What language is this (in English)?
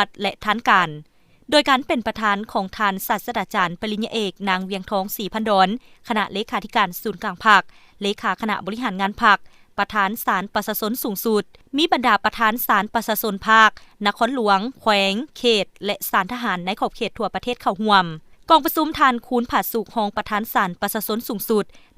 Lao